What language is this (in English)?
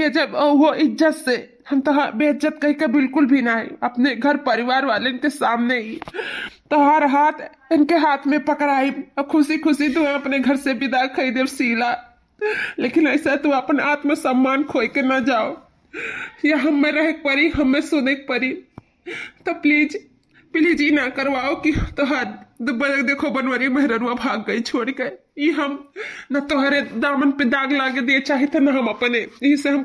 Awadhi